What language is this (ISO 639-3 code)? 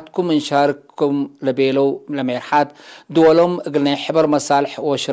tig